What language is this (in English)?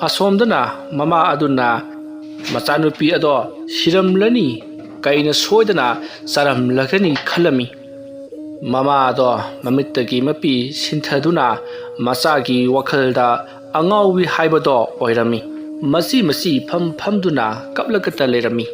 Manipuri